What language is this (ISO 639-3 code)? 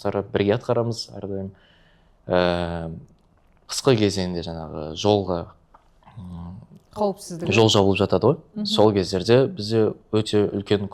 kaz